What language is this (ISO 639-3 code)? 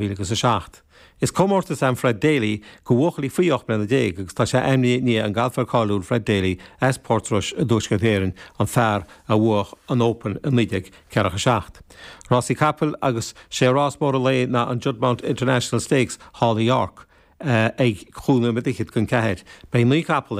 gle